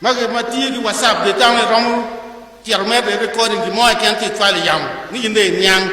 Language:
Acoli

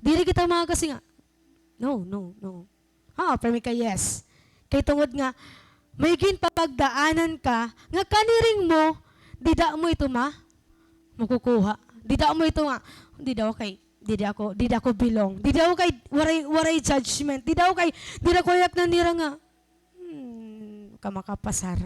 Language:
Waray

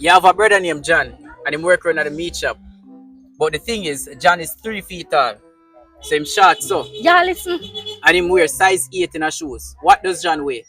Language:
Jamaican Creole English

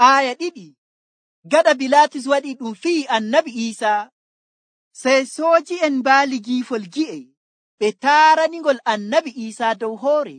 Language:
Nigerian Fulfulde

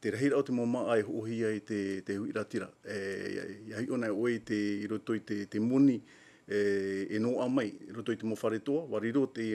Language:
Tahitian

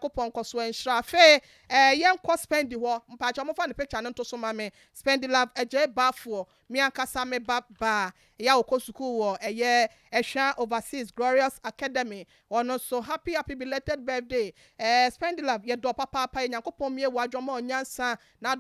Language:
Akan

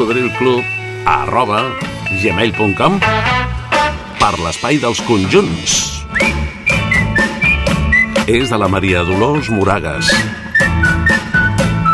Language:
Catalan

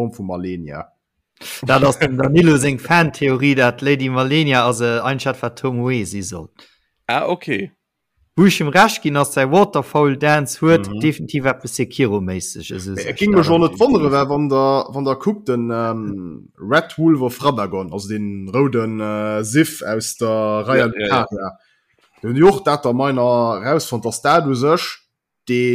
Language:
Luxembourgish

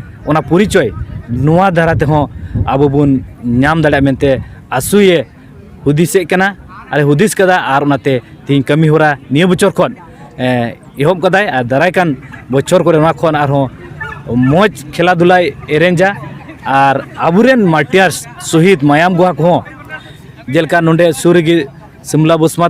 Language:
Santali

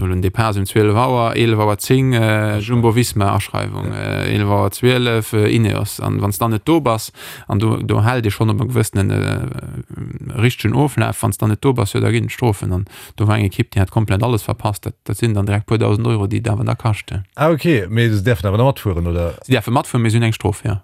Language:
Luxembourgish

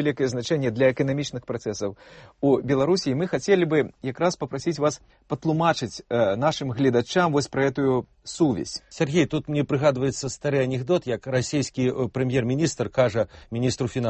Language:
Belarusian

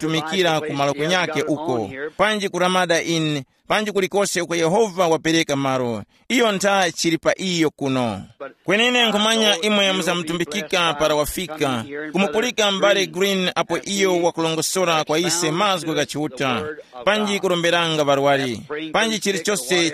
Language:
Tumbuka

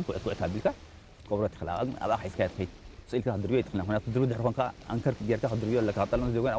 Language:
Tigrinya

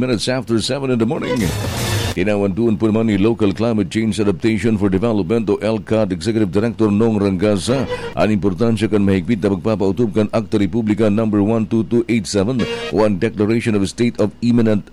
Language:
Bikol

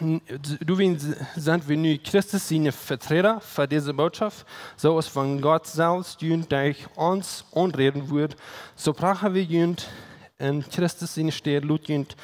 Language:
Plautdietsch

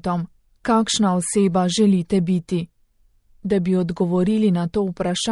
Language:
Slovenian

